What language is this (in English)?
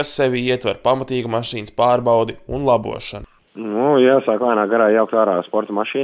Latvian